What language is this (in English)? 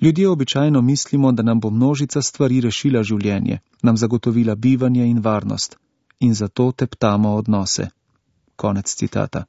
Slovenian